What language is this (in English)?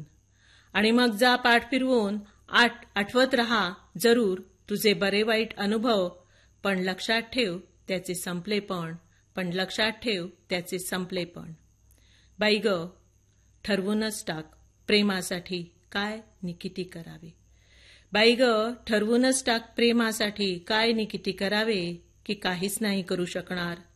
Marathi